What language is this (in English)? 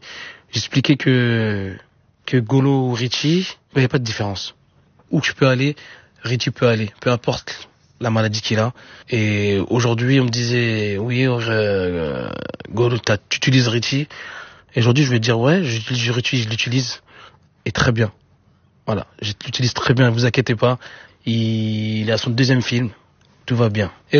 French